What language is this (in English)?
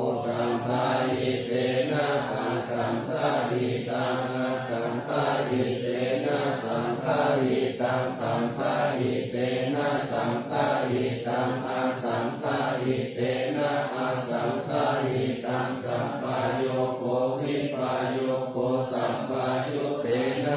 Pali